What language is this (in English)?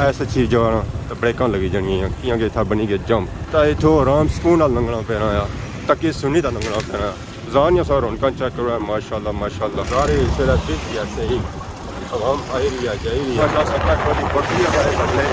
Pahari-Potwari